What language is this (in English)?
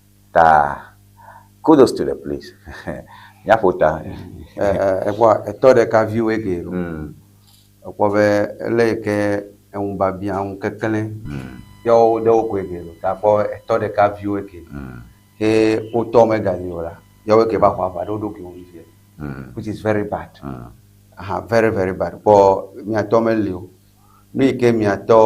Ewe